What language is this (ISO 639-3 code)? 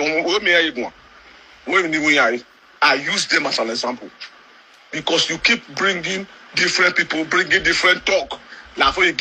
pcm